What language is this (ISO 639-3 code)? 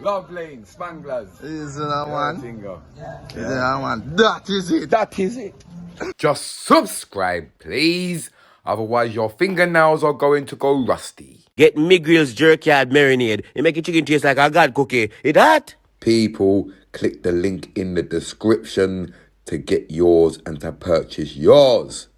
jam